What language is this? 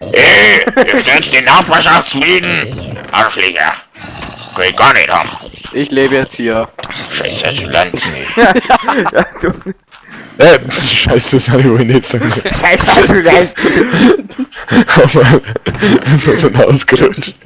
Bavarian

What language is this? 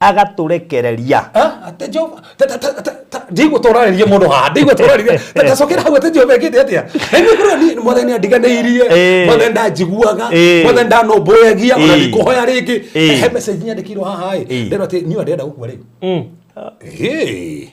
Kikuyu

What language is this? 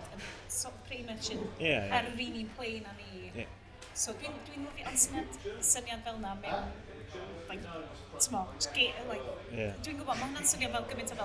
Welsh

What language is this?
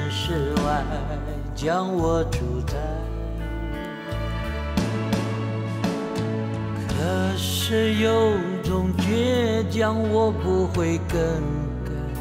Chinese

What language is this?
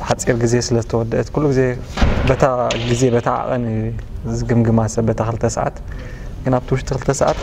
Tigrinya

